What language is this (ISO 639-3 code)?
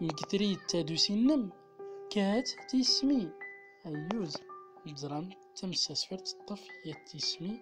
tzm